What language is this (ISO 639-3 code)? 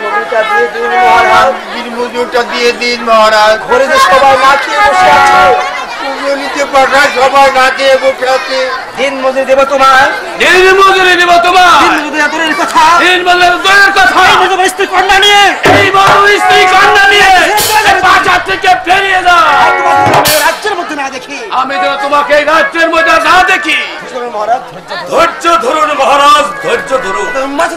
ben